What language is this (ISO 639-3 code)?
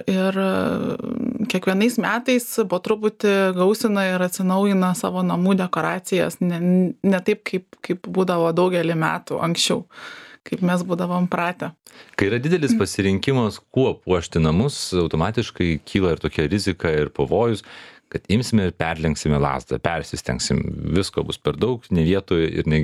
lit